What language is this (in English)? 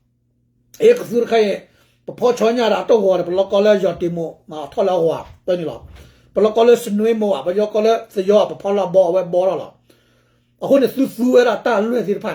S'gaw Karen